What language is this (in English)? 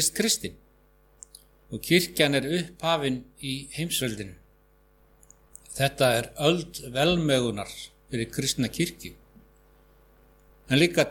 Icelandic